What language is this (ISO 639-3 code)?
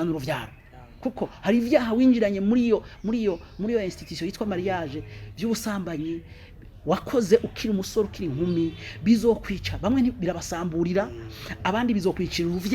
run